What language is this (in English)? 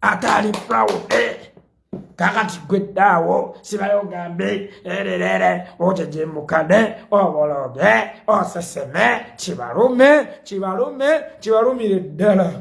Ganda